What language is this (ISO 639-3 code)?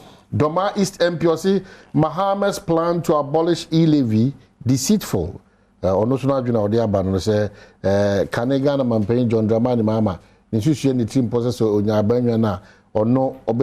aka